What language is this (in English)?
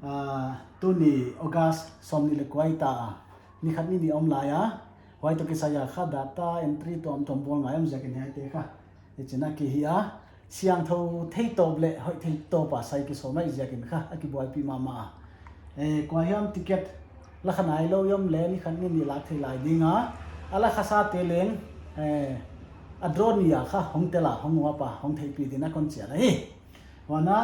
Paite Chin